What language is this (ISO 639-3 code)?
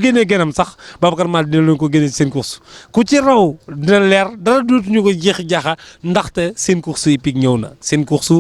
wol